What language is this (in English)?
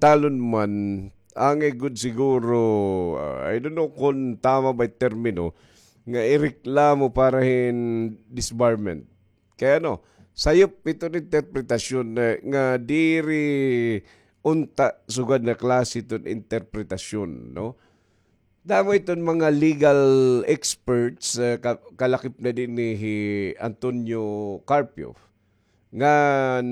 Waray